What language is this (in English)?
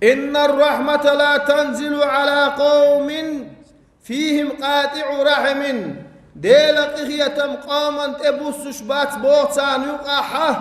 Chechen